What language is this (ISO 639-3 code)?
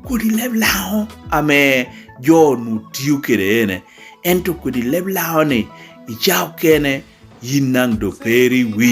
laj